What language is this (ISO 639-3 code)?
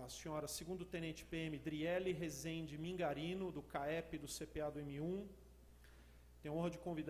por